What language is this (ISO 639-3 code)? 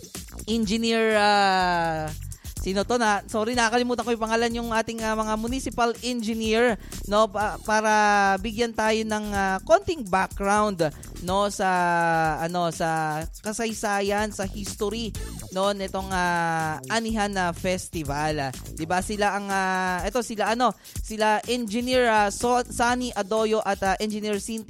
fil